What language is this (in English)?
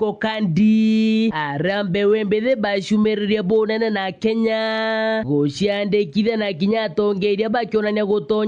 Meru